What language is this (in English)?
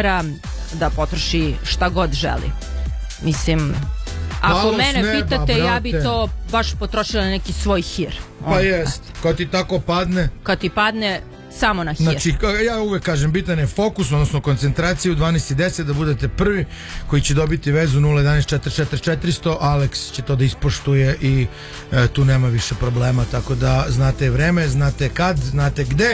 Serbian